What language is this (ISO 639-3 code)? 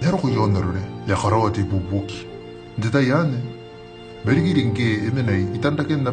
gil